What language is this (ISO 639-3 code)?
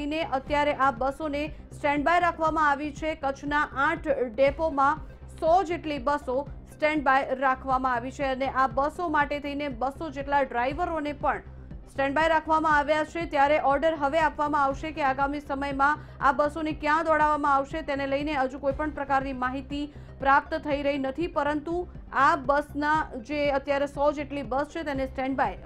guj